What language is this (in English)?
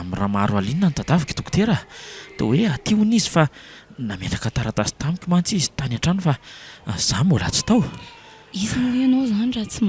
Malagasy